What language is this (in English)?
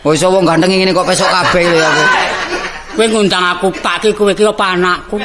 Javanese